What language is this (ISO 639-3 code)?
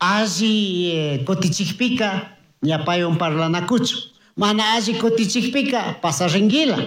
qug